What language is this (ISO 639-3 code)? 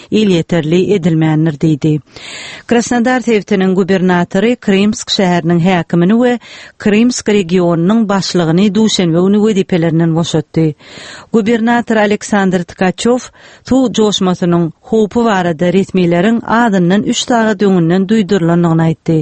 tuk